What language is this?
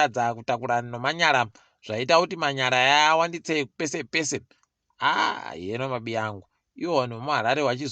Ndau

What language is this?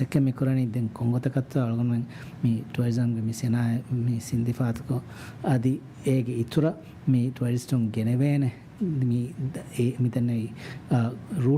Divehi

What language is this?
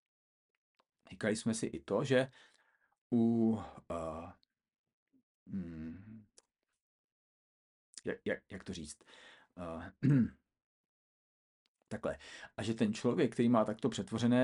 Czech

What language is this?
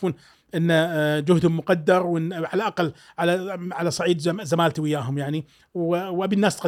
Gulf Arabic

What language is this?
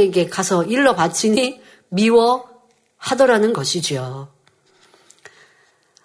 Korean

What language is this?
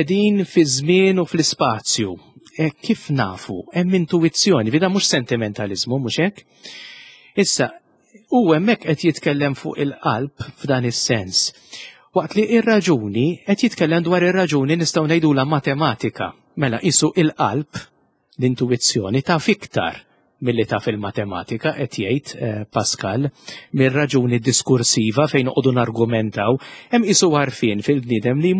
Maltese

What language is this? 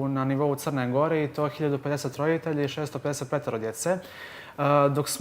Bosnian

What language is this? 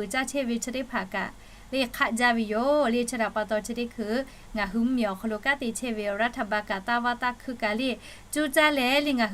Lahu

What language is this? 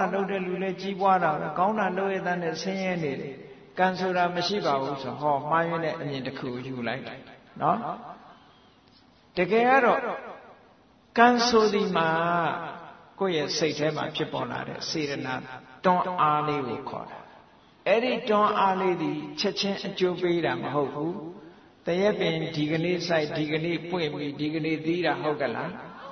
Burmese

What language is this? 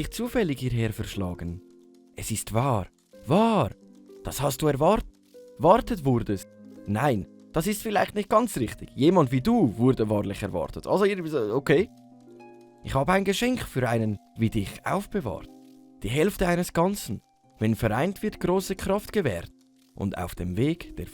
Swiss German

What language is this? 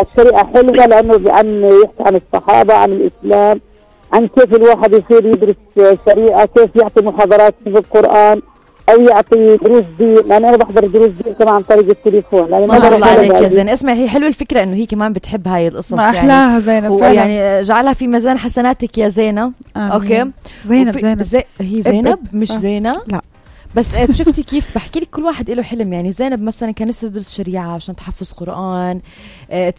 North Levantine Arabic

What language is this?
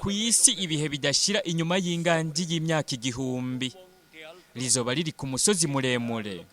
Rundi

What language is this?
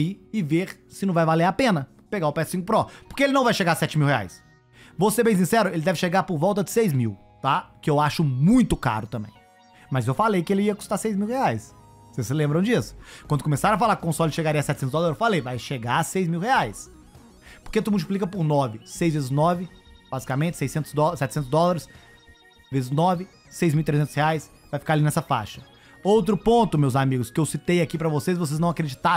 Portuguese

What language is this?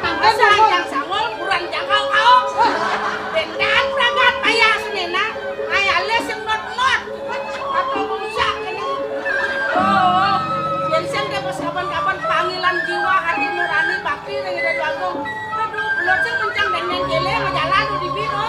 Balinese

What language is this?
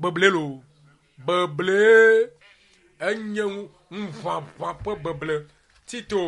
Ewe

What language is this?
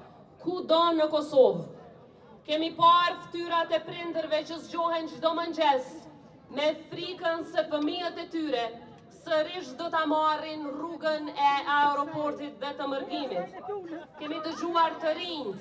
Albanian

